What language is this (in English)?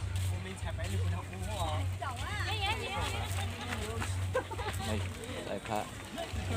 Lao